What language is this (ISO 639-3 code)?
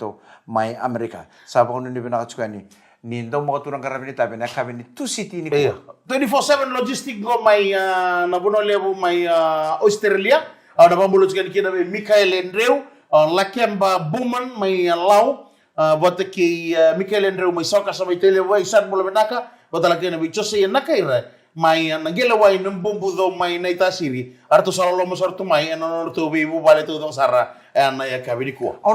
fij